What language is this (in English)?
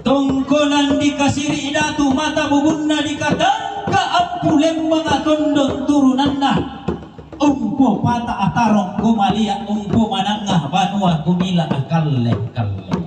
Toraja-Sa'dan